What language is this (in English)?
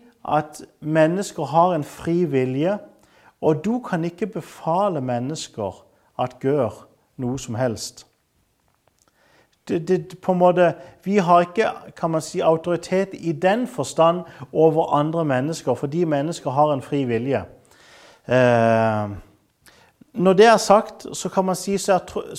Norwegian